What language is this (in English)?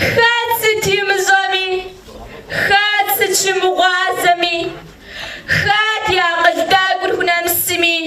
Kabardian